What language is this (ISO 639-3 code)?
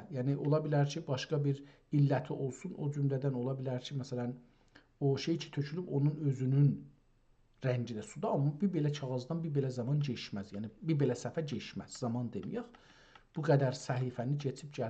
azb